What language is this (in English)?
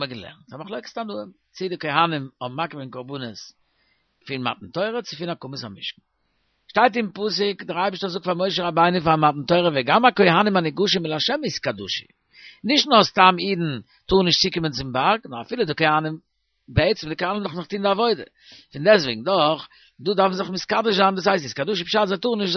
Yiddish